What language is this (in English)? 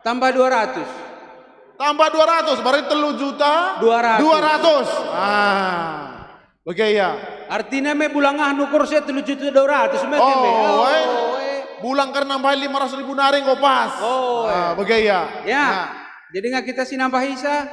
Batak Karo